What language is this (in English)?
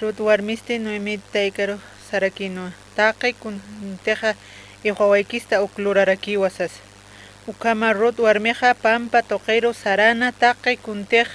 Aymara